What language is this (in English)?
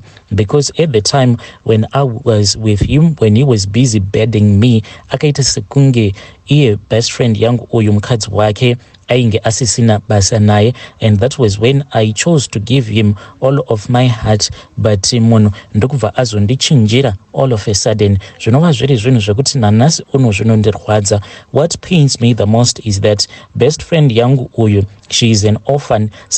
Shona